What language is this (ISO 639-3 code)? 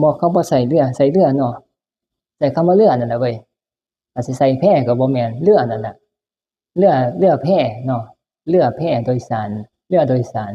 tts